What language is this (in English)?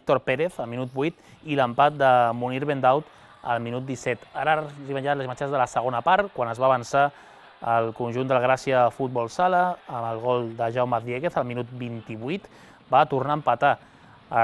Catalan